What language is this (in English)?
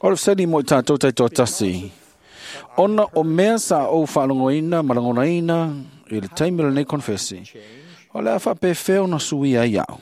Samoan